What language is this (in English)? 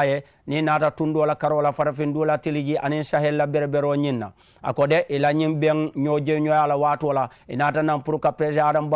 Mandingo